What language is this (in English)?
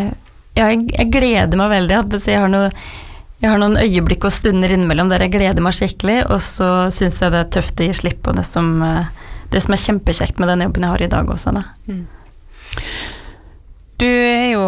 Norwegian